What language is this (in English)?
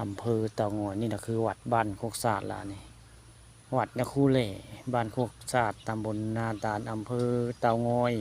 Northeastern Thai